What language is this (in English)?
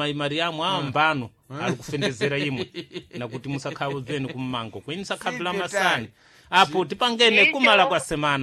Sena